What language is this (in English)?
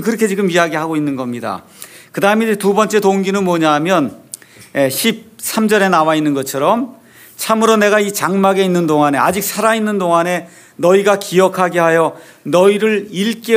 Korean